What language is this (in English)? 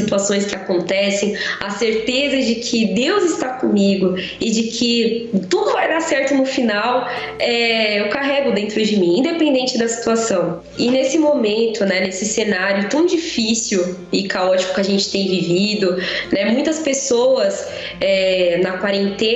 Portuguese